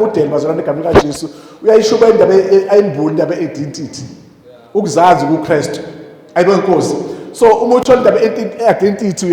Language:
Zulu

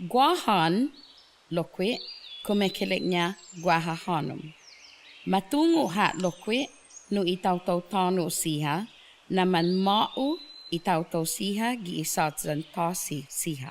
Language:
Chamorro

